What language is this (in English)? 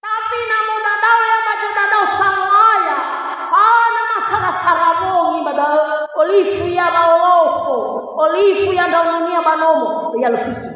Nias